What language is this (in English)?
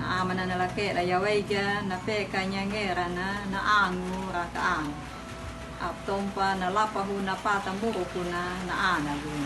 Anakalangu